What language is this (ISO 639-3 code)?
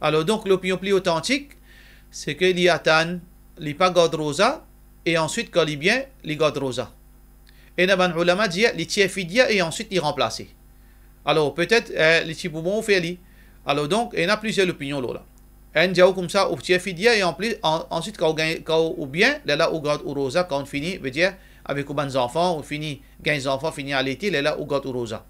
mfe